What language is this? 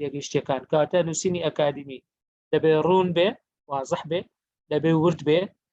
Central Kurdish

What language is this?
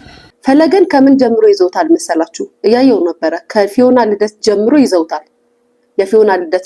Amharic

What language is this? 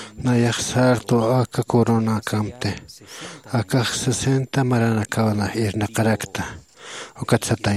Aymara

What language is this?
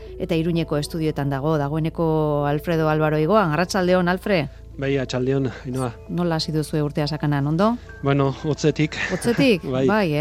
Basque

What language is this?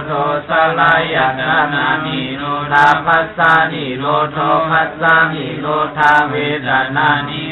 Pali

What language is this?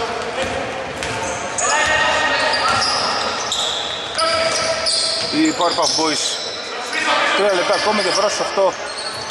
Greek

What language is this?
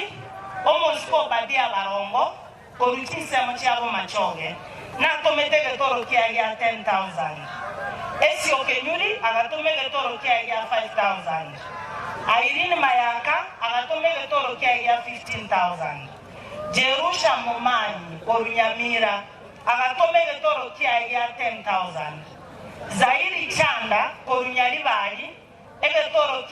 Gusii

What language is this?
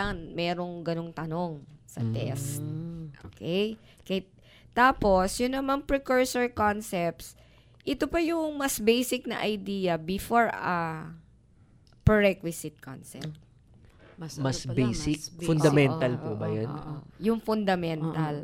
Filipino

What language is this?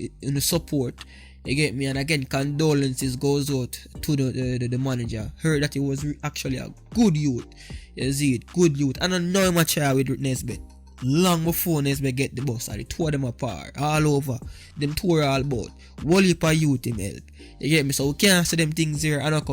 Jamaican Creole English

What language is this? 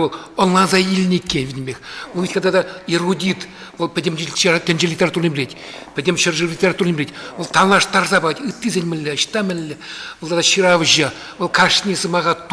Chuvash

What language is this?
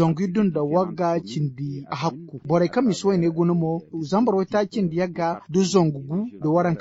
Zarma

